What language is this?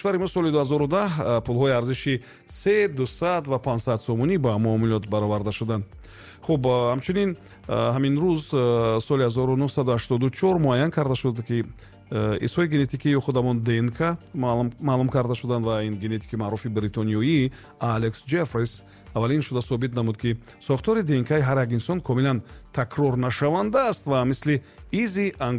Tajik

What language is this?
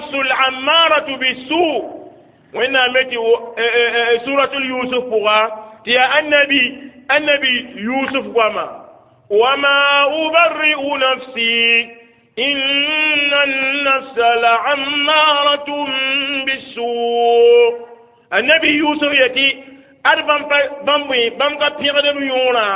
Mossi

